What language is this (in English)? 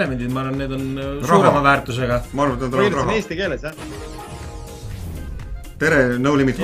Estonian